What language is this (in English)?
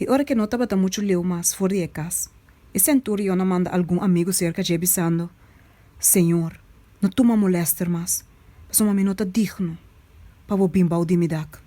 Papiamento